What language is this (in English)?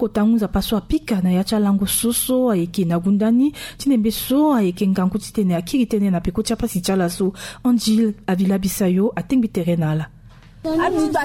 Sango